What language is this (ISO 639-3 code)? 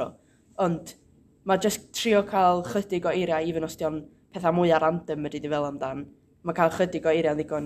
cym